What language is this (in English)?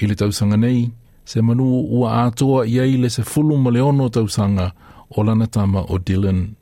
Samoan